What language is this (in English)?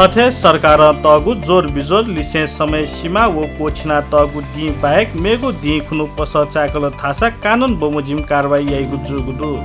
Newari